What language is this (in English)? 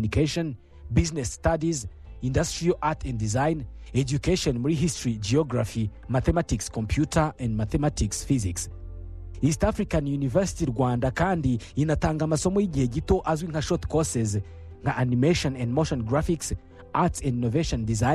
Kinyarwanda